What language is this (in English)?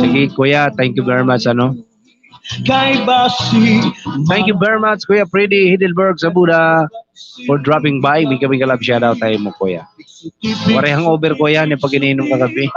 Waray